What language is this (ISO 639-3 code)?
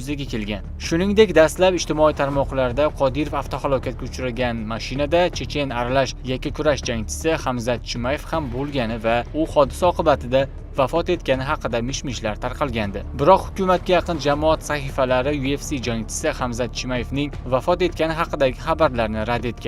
uzb